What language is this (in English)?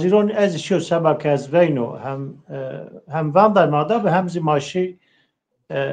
Zaza